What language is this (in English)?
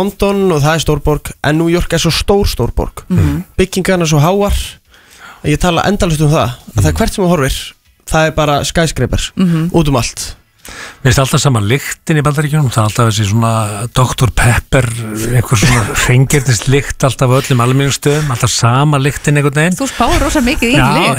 Icelandic